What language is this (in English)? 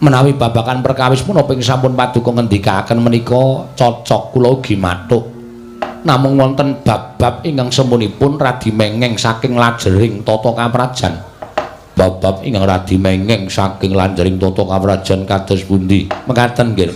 Javanese